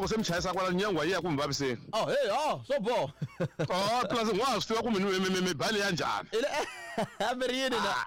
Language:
Tsonga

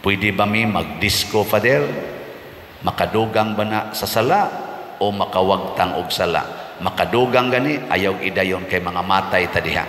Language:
Cebuano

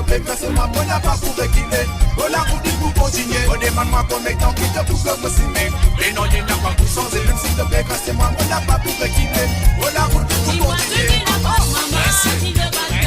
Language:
Morisyen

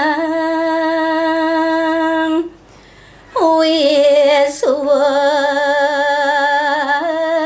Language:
Balinese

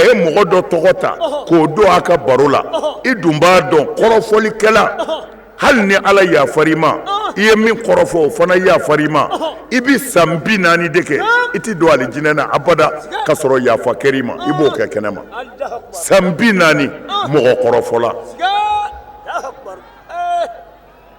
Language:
Bambara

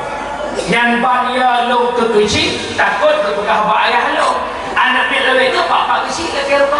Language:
Achinese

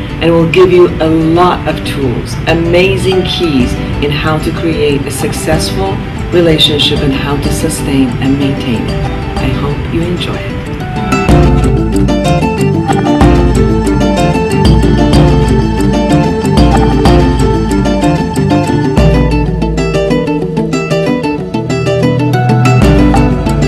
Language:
Persian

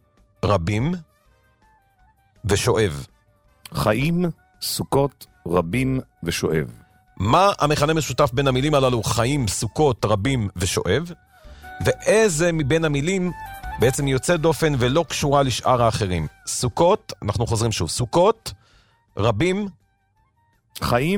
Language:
Hebrew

